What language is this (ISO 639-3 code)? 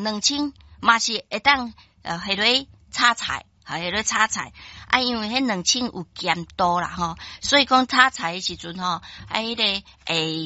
nan